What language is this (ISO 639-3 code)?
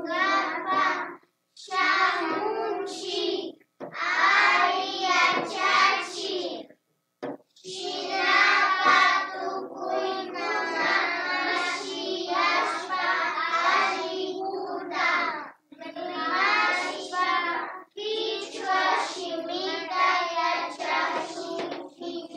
qvi